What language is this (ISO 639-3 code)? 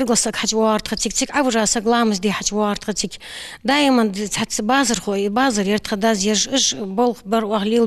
inh